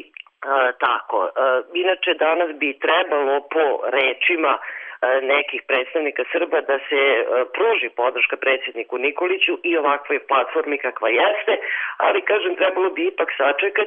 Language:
Serbian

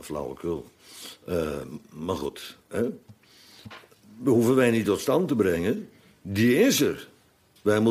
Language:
Dutch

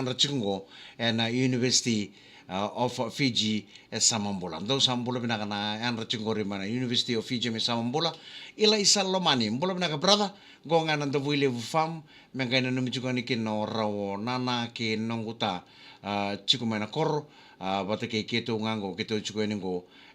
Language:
Fijian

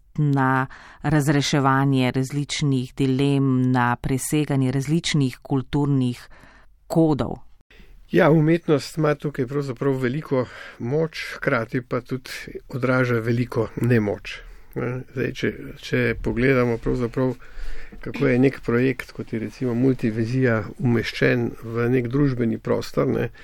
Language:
Slovenian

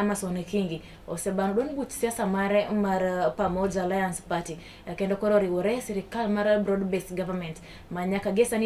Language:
Luo (Kenya and Tanzania)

